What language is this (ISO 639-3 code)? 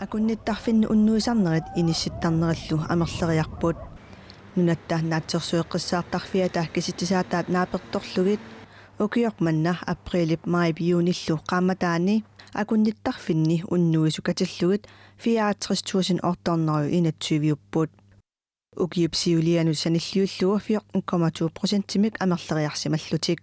kal